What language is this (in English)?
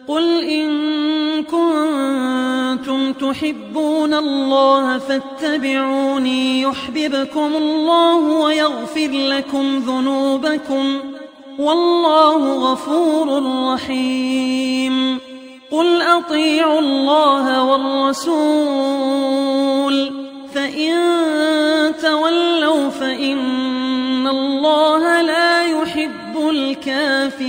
Arabic